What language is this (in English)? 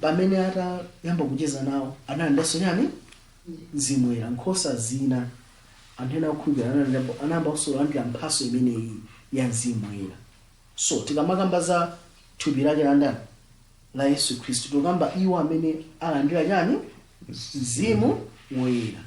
Nyanja